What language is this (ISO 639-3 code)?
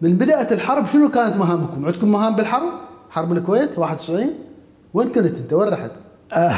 acm